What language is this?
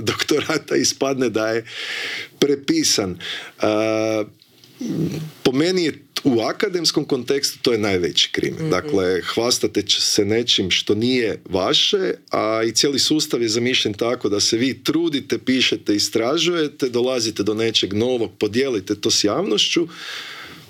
Croatian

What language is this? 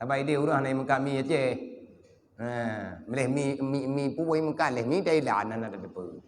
Achinese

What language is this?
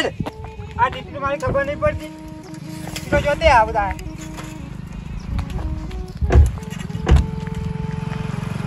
Gujarati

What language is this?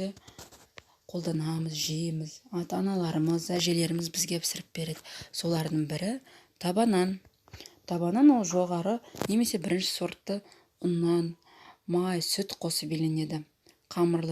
Kazakh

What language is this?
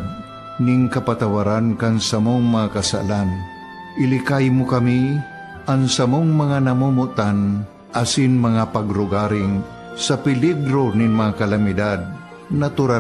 Bikol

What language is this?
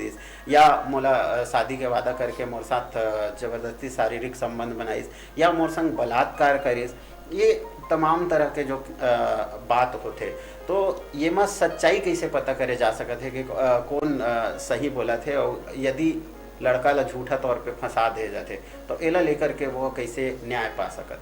Chhattisgarhi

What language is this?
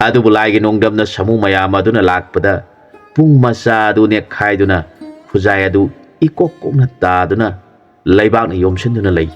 Manipuri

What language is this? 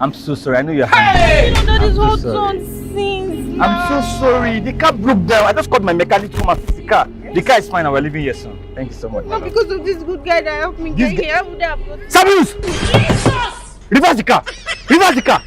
Nigerian Pidgin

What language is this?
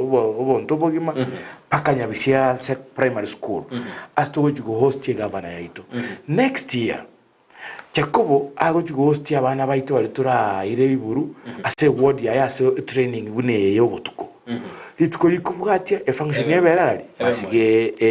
Gusii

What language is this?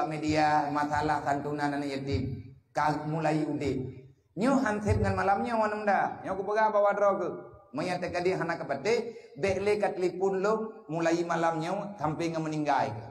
Achinese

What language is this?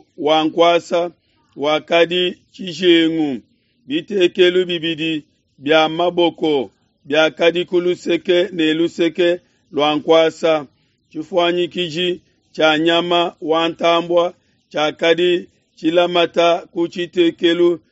Luba-Lulua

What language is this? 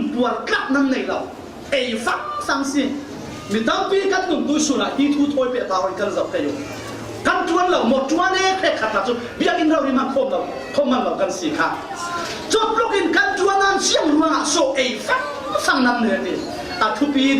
Falam Chin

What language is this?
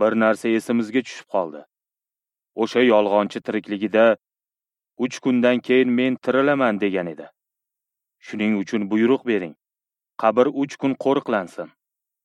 Uzbek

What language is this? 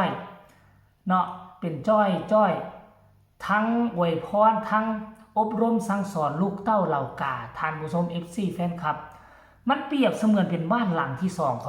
Northeastern Thai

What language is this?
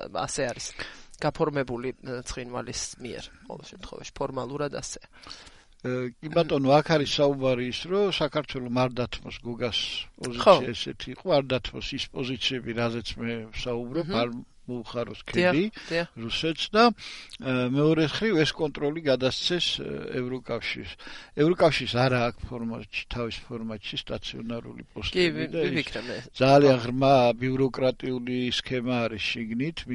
Georgian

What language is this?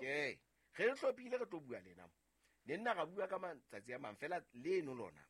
Southern Sotho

